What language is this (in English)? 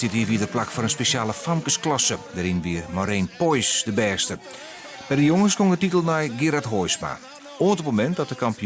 Western Frisian